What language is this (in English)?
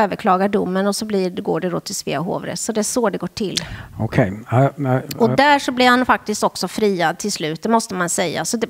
Swedish